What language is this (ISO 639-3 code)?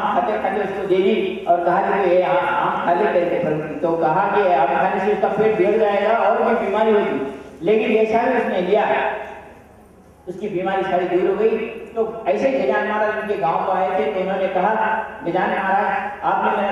hin